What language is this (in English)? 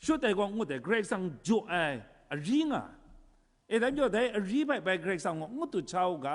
Kachin